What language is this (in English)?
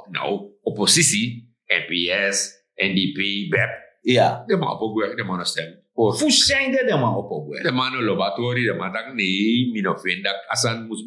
Sranan Tongo